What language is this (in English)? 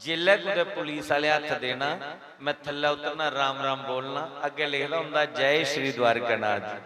Dogri